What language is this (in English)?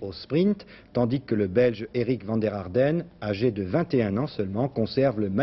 French